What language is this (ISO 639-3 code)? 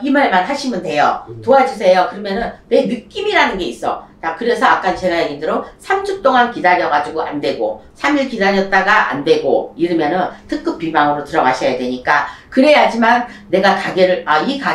kor